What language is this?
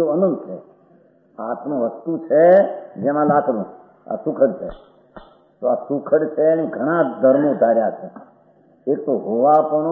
Gujarati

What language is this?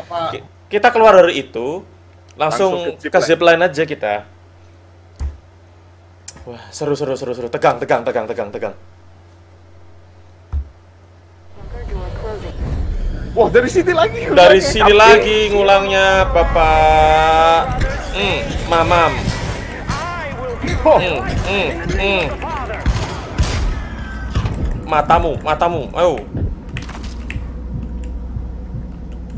Indonesian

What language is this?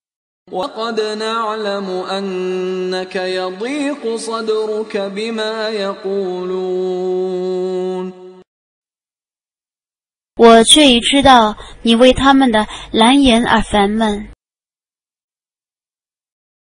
Arabic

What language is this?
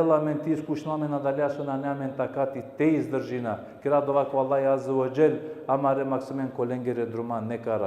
Balkan Romani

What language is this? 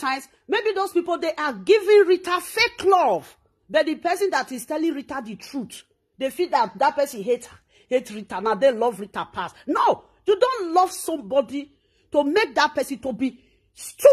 Nigerian Pidgin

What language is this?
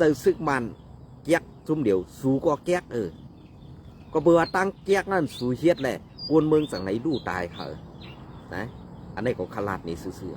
Shan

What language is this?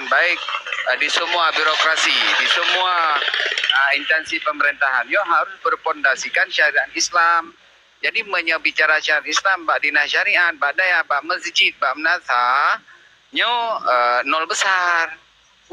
Achinese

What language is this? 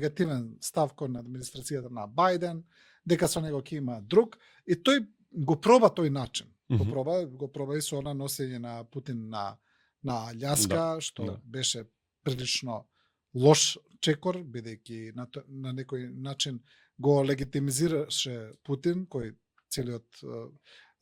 Macedonian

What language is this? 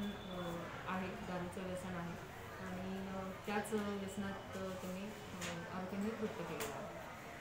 Marathi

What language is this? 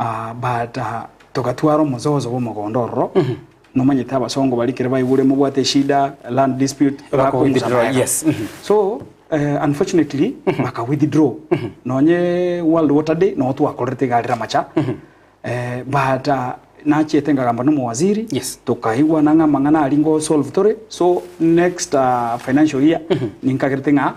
Gusii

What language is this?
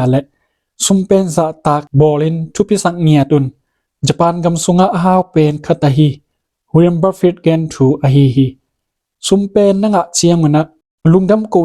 Tedim Chin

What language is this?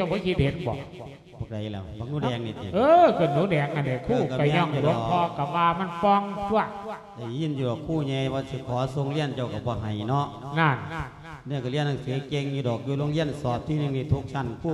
Lao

